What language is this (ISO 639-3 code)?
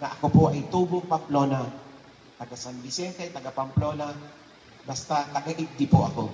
bik